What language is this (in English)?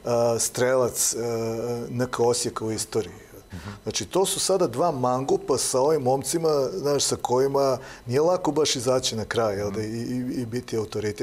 Serbian